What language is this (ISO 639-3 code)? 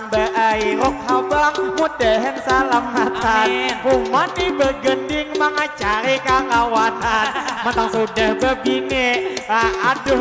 bjn